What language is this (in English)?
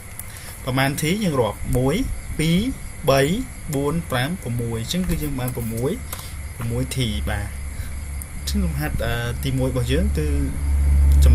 Khmer